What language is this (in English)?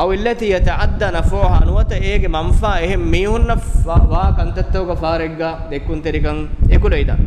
Divehi